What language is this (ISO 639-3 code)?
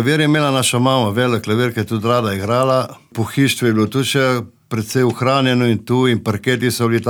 slv